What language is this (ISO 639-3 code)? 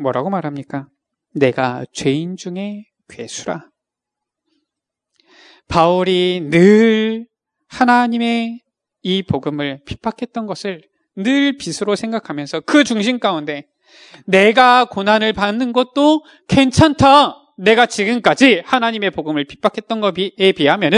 kor